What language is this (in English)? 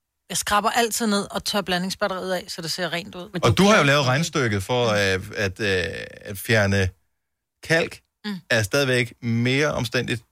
Danish